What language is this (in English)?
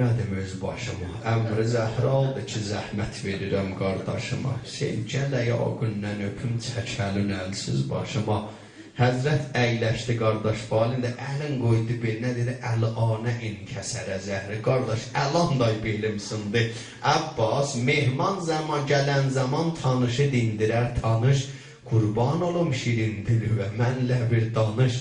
South Azerbaijani